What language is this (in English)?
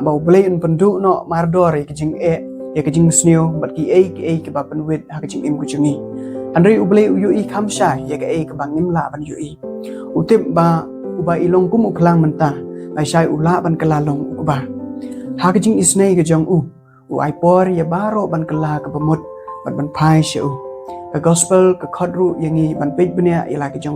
Khasi